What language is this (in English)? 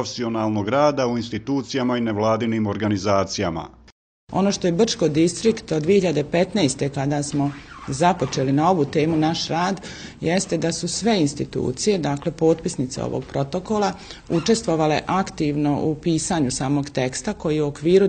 Bosnian